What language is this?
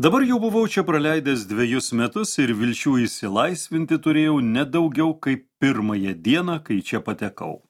Lithuanian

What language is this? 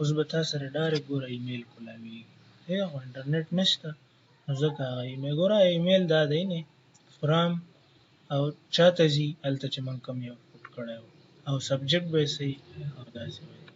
Pashto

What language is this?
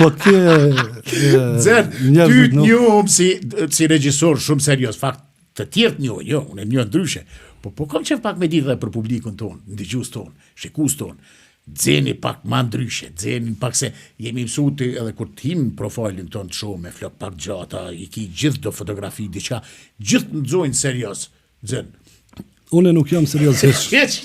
Albanian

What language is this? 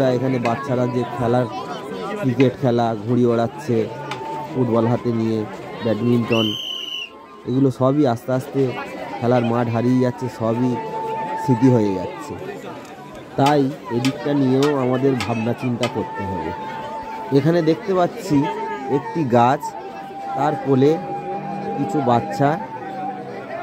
Bangla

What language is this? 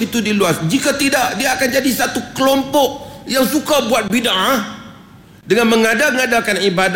Malay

